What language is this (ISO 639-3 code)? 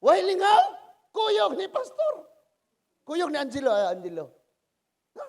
ceb